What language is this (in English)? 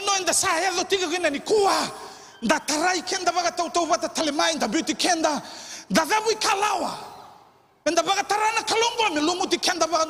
Fijian